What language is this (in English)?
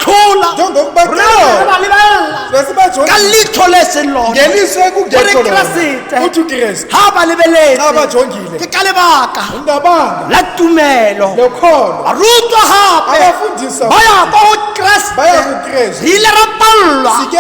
Tswana